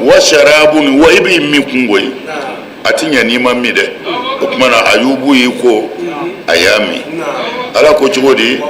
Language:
Bambara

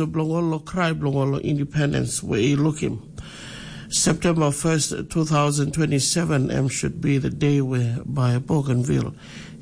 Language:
Tok Pisin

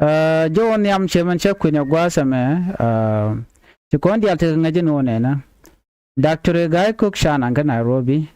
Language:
Nuer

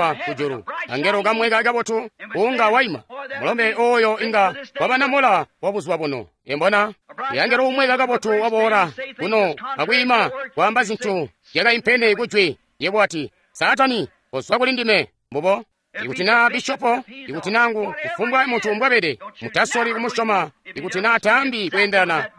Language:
Tonga (Zambia)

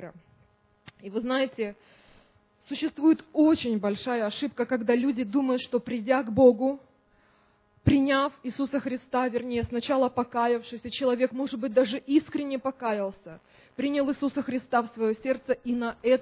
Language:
Russian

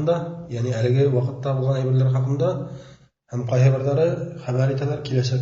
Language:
Bashkir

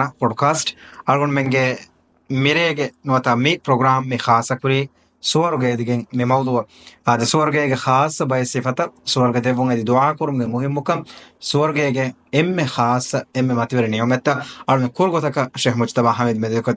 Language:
Divehi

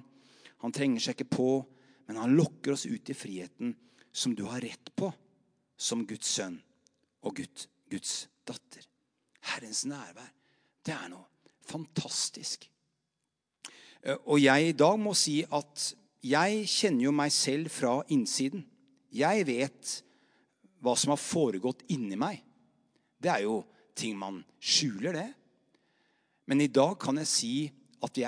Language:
Norwegian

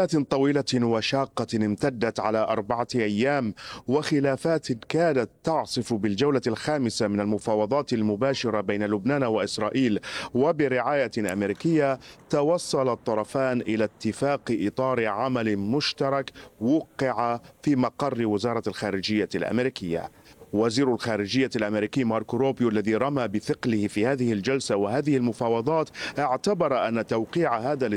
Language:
Arabic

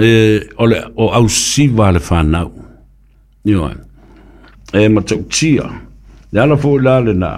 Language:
Samoan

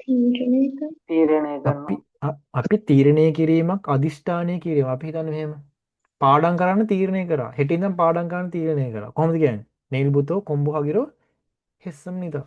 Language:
Sinhala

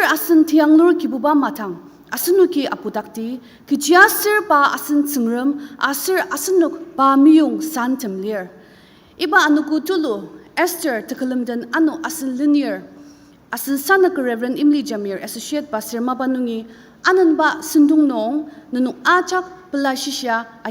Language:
Ao Naga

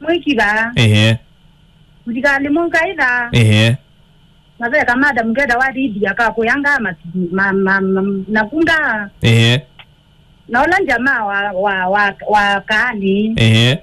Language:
Kamba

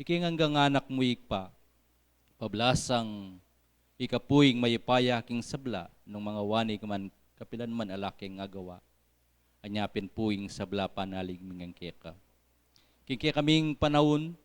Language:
Pampanga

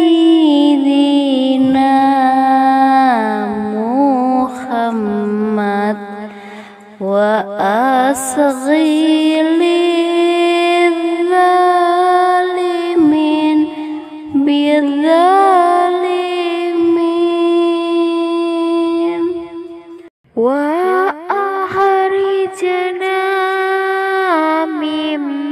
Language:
Indonesian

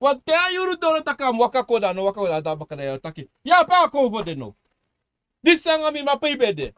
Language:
Sranan Tongo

